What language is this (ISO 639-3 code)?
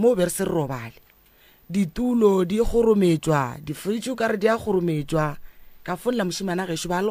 nso